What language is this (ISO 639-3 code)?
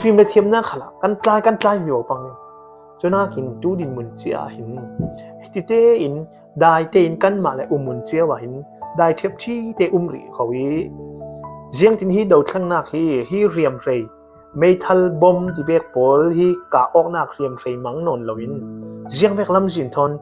cfm